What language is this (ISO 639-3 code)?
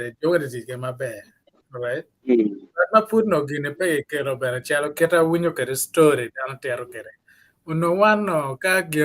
ach